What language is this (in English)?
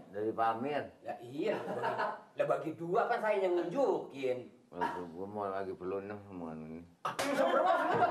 Betawi